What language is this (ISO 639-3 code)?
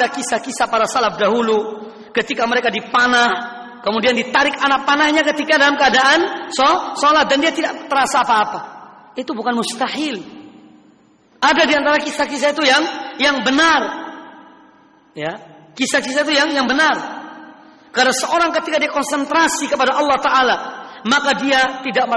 ind